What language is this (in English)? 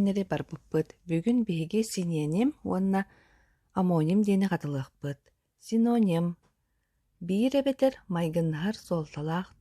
Yakut